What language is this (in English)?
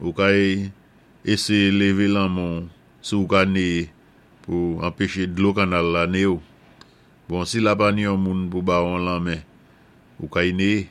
Saint Lucian Creole French